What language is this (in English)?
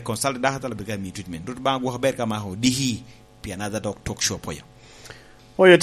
Lango (Uganda)